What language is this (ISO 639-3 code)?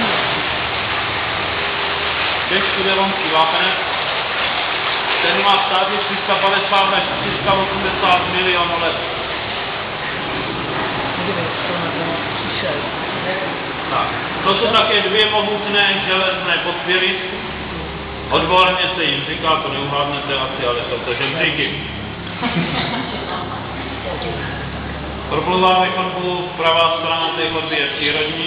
ces